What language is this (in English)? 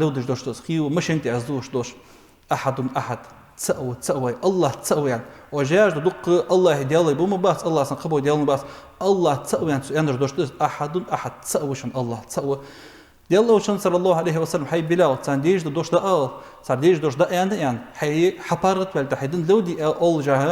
Ingush